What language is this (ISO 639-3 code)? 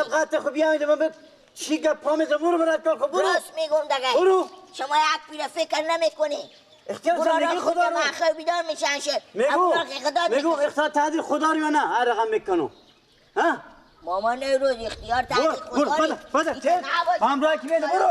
fas